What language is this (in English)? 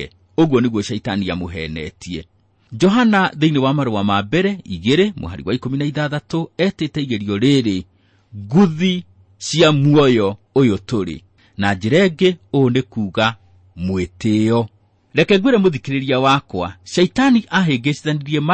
Kikuyu